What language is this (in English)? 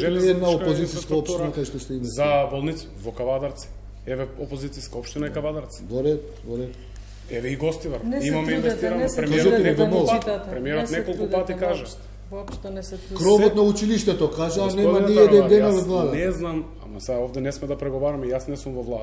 Macedonian